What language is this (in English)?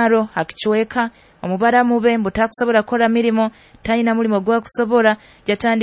Nyoro